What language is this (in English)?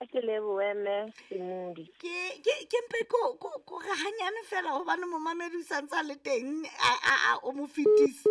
Southern Sotho